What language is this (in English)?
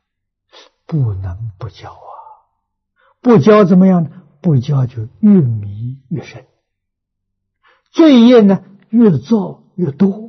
Chinese